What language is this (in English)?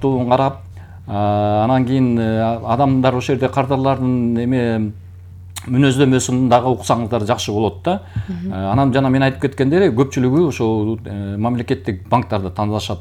Kyrgyz